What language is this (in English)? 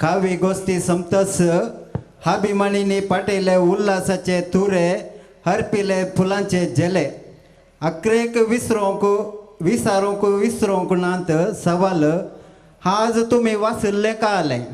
Konkani